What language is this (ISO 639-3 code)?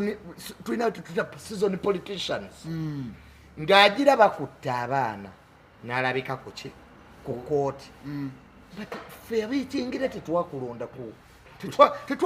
lug